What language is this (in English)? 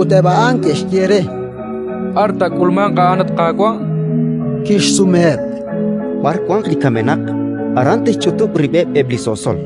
Kekchí